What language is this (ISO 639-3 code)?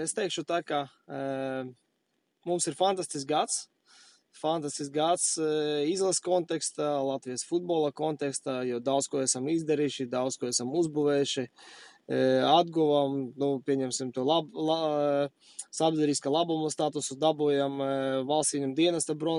lav